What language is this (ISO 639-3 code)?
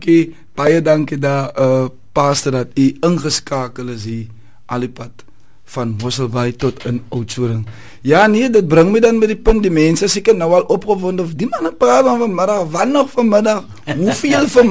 afr